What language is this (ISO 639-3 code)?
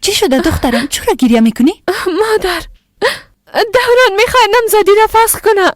fas